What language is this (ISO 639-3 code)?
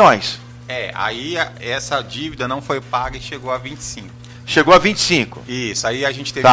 por